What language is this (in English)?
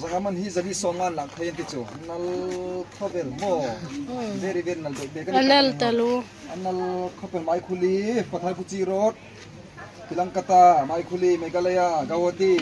Hmar